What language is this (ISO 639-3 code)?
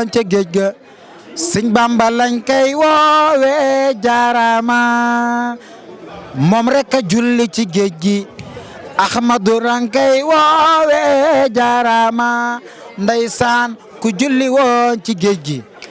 wol